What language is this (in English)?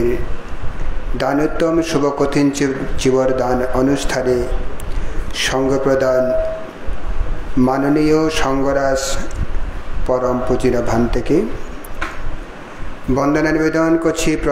Bangla